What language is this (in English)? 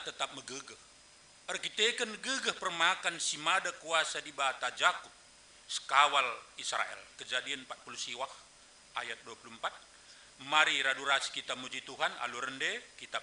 Batak Karo